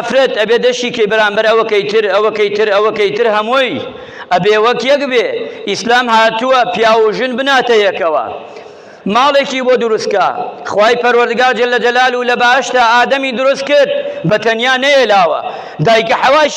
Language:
Central Kurdish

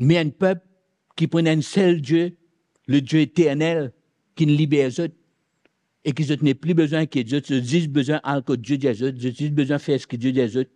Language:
Morisyen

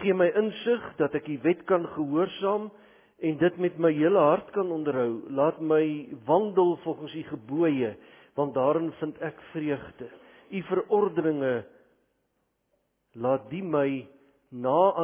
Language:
Afrikaans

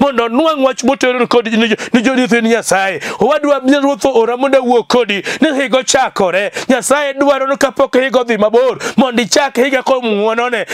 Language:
Luo (Kenya and Tanzania)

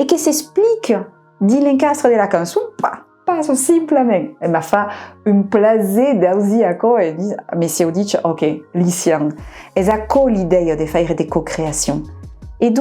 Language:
Occitan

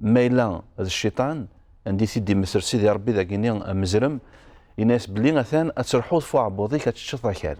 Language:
Kabyle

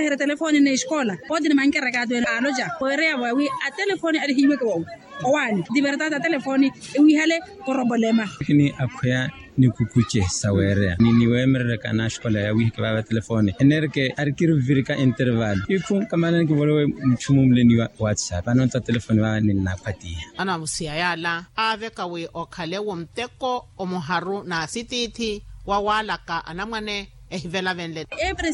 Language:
Makhuwa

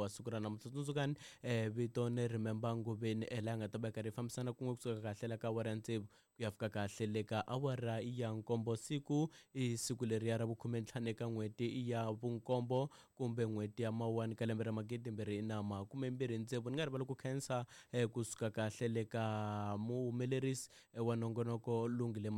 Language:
Tsonga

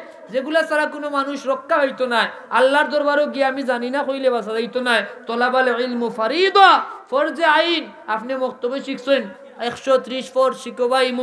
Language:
Sylheti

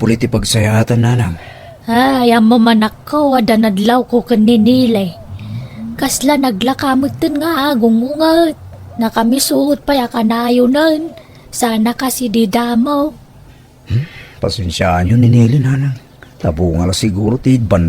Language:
Iloko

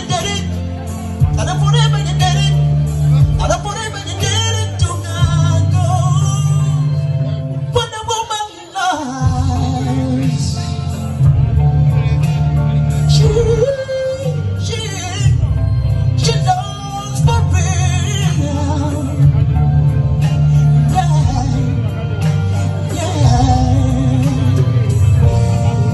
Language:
English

